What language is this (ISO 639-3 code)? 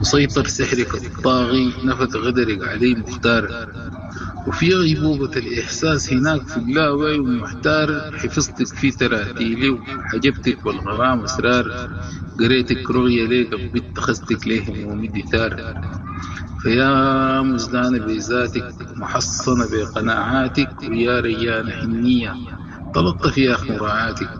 apd